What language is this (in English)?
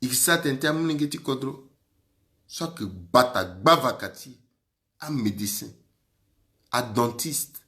Sango